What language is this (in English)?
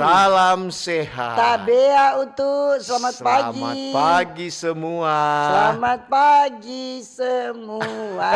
Manado Malay